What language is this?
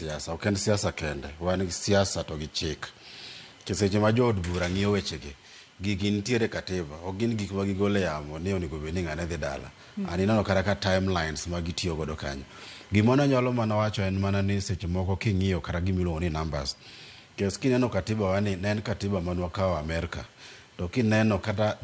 Luo (Kenya and Tanzania)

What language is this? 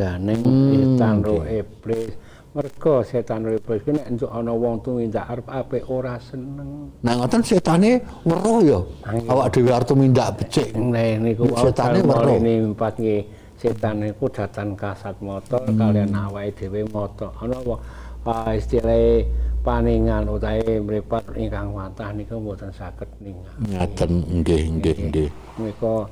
Javanese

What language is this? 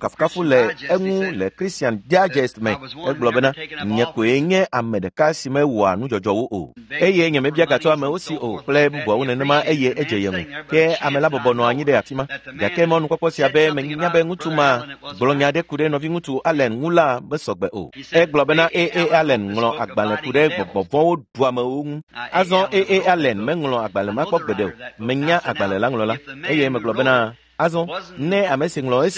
Ewe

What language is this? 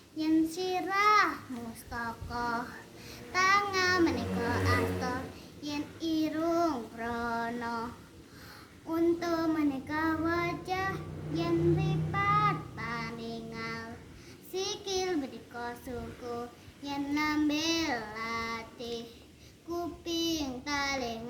Javanese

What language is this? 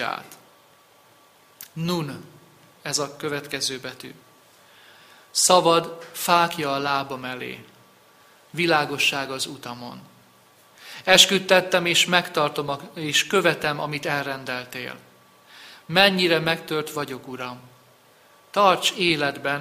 Hungarian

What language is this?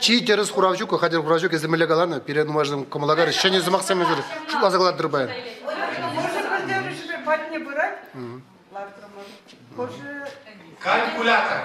Chuvash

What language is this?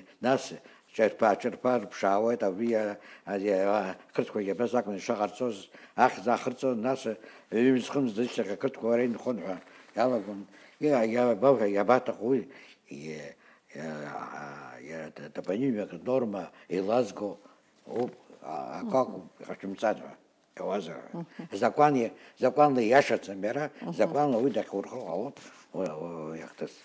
Abkhazian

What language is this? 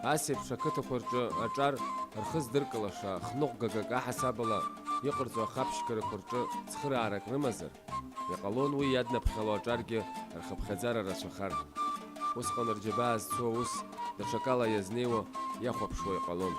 Abkhazian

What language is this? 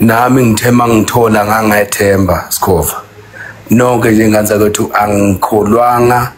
Zulu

